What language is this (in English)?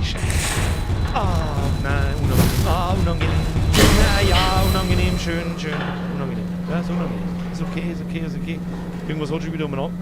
Bavarian